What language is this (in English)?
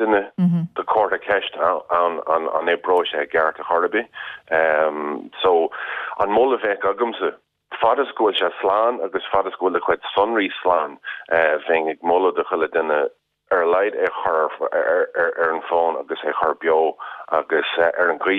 Irish